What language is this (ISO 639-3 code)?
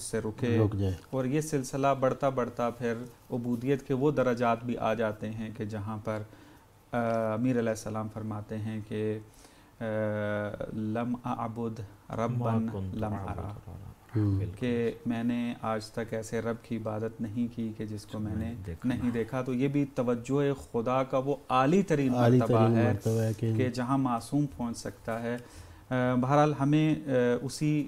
urd